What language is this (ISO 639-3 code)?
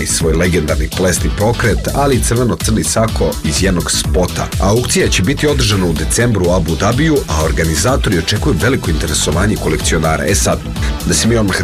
srp